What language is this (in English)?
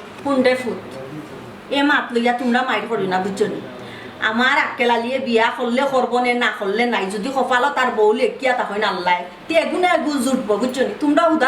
Sylheti